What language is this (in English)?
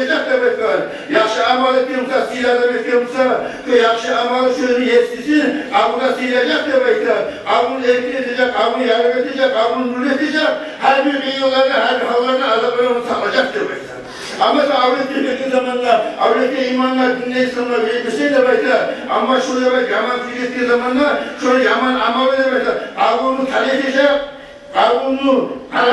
Kumyk